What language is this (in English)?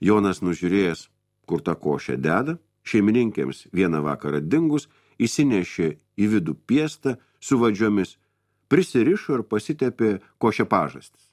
Lithuanian